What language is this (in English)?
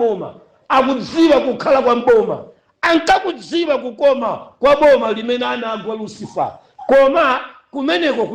Nyanja